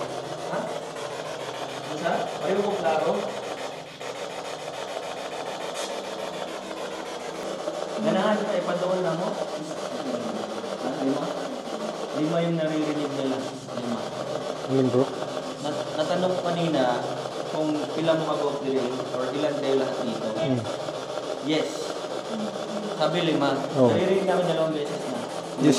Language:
Filipino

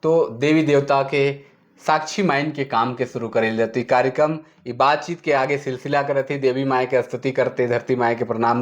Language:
Sadri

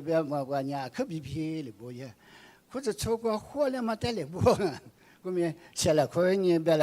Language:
Lisu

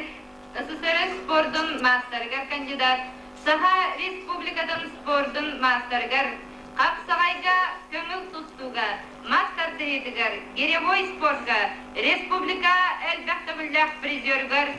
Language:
Yakut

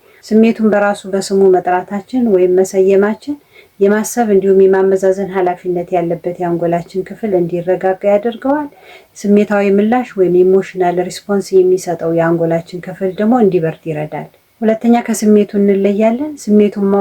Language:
Amharic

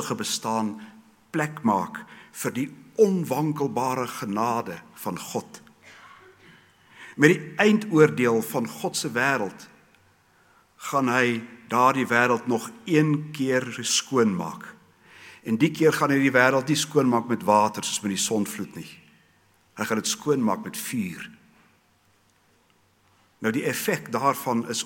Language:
Afrikaans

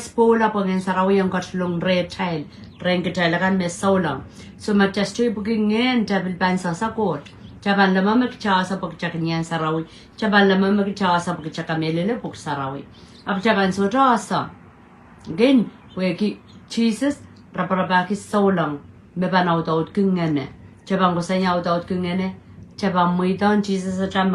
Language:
Pohnpeian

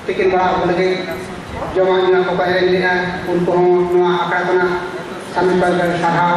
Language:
Santali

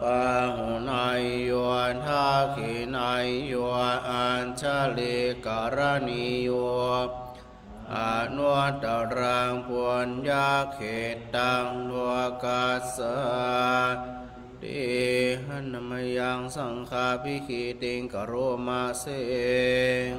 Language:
Pali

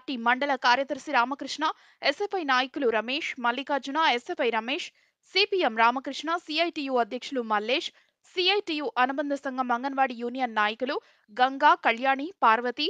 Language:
Telugu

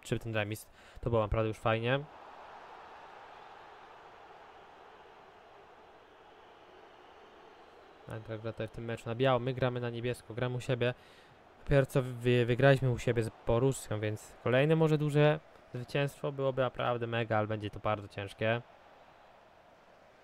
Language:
Polish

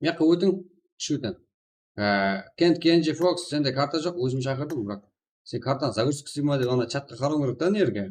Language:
Kara-Kalpak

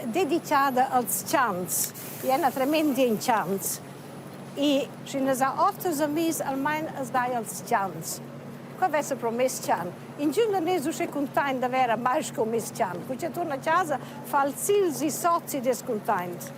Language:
Romansh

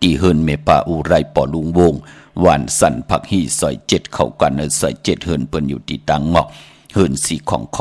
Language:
Shan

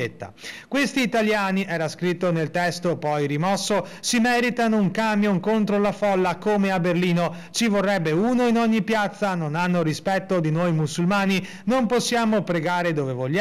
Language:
Italian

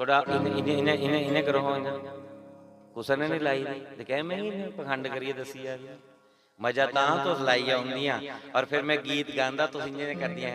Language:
Dogri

